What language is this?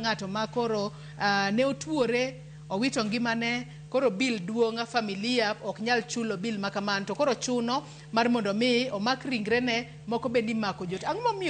Luo (Kenya and Tanzania)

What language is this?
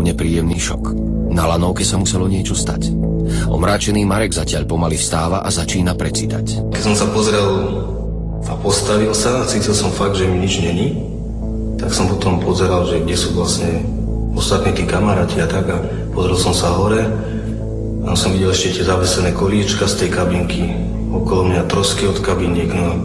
Slovak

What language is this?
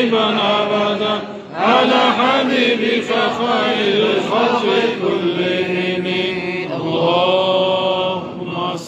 Kumyk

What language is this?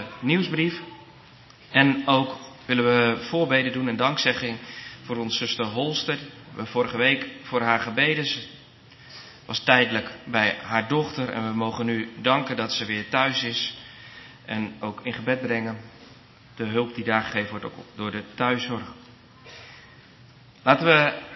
Dutch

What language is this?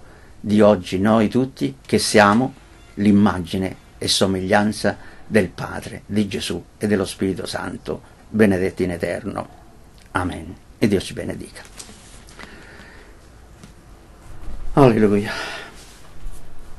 Italian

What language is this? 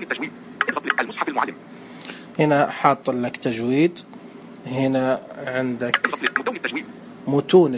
Najdi Arabic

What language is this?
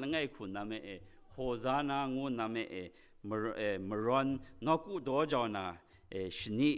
Kachin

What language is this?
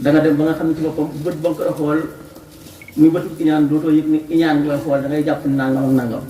Wolof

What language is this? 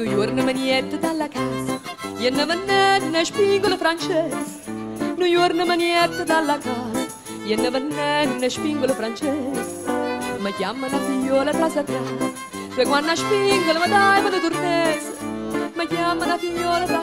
Neapolitan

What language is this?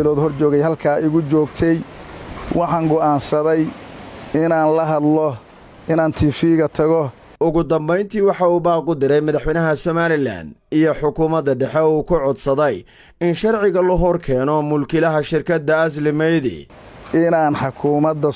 Somali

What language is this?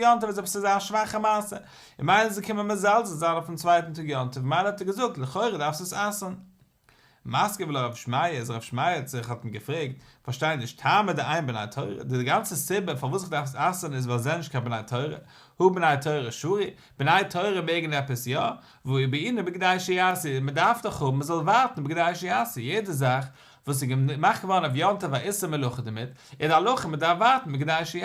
Yiddish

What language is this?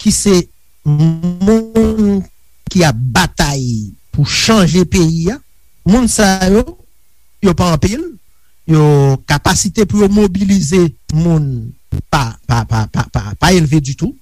Haitian Creole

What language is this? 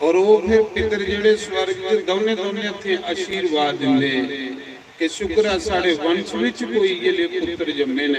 Dogri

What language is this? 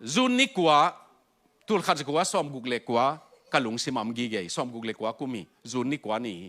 Tedim Chin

